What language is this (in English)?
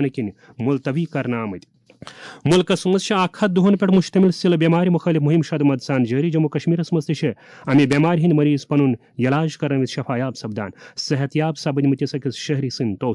Kashmiri